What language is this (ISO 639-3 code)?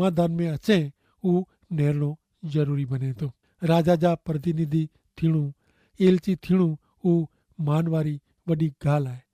kfr